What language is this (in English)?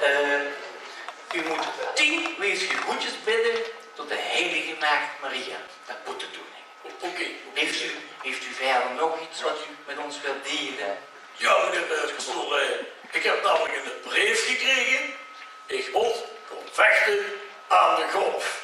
Limburgish